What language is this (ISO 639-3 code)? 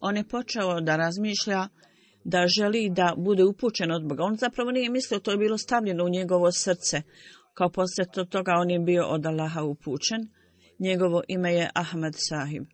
bos